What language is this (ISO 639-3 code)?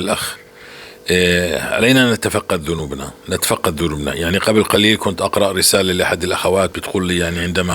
apc